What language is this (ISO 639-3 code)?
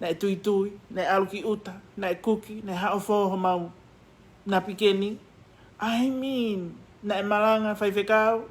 ton